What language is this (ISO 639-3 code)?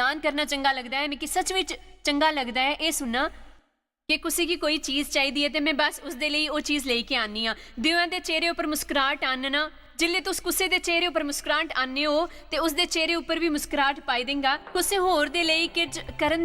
doi